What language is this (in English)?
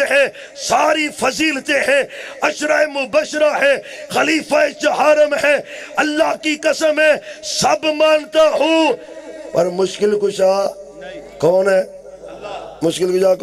Urdu